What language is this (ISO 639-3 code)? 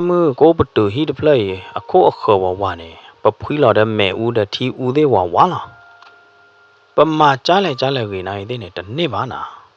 ksw